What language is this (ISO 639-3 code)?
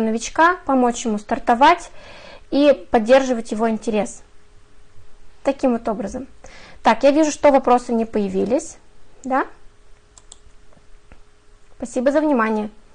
rus